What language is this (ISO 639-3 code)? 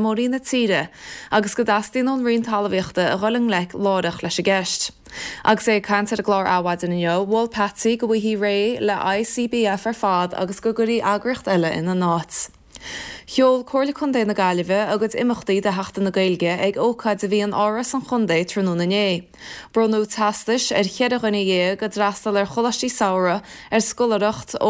gle